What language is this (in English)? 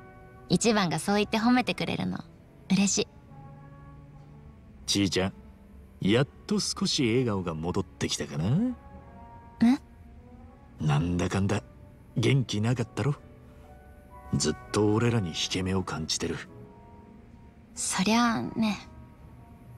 Japanese